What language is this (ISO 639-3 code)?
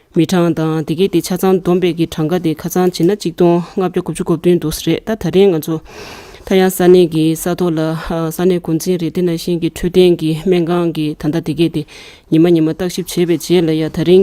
bod